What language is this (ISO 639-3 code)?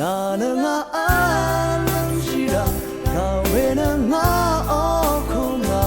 raw